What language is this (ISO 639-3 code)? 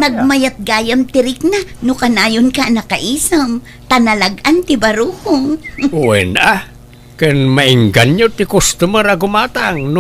ilo